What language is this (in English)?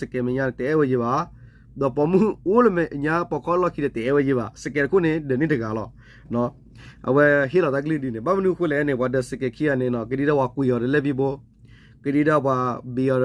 S'gaw Karen